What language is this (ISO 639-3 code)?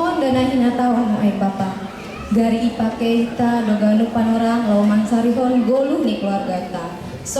bts